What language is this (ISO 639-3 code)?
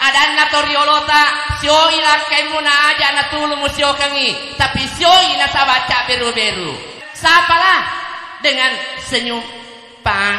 bug